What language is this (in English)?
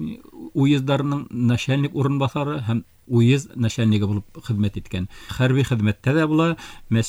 Bashkir